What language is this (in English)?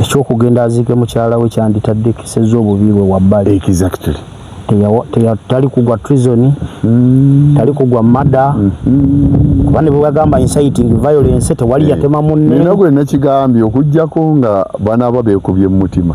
Ganda